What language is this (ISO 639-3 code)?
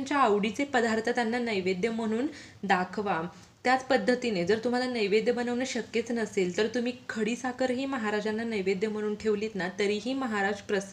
mar